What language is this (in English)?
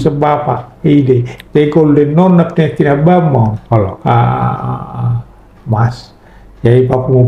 Batak Toba